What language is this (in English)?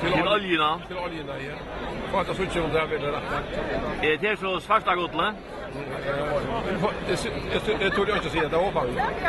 Faroese